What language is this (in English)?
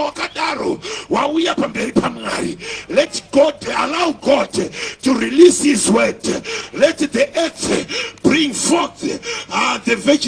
Shona